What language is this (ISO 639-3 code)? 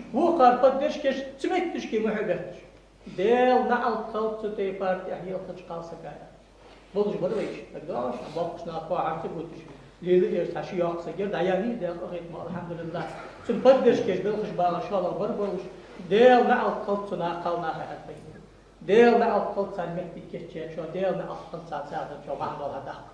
inh